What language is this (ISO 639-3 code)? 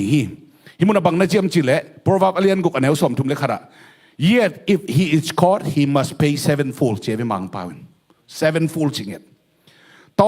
ctd